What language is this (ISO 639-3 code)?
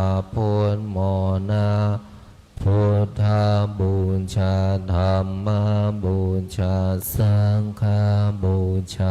pli